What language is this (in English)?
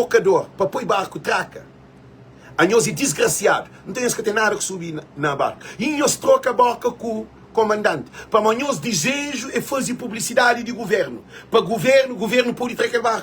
Kabuverdianu